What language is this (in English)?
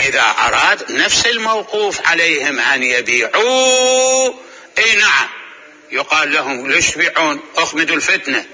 Mesopotamian Arabic